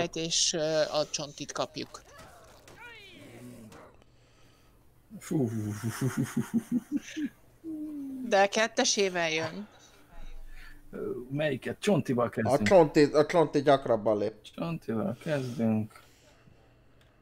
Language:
Hungarian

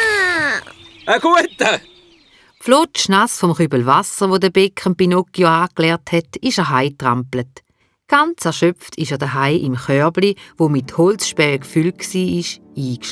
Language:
Swiss German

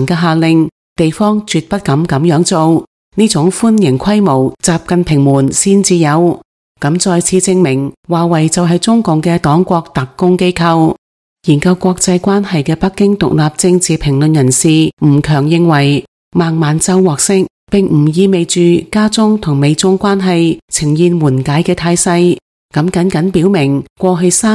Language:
Cantonese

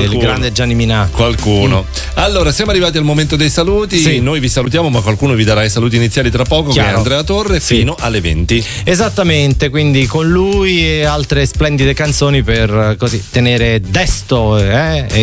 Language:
Italian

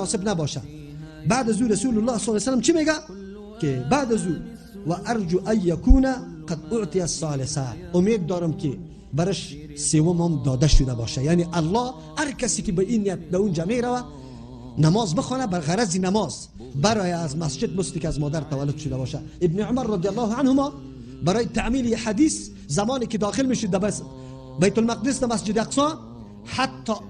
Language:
Persian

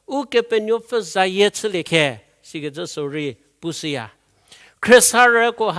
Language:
Angami Naga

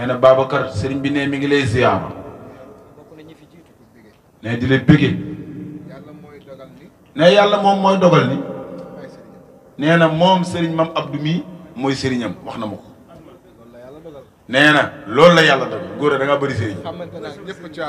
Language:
Wolof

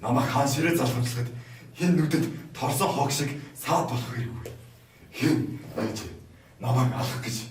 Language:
Mongolian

